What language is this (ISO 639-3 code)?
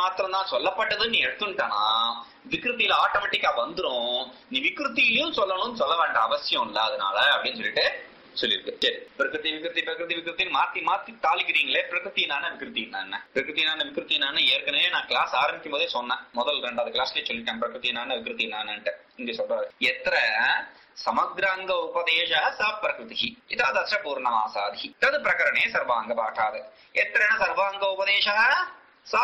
tam